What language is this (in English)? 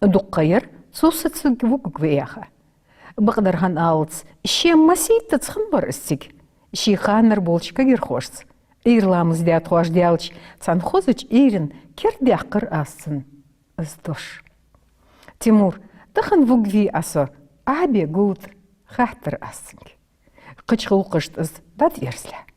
Ingush